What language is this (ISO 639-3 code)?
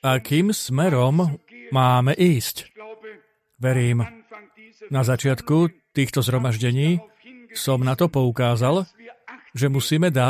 slk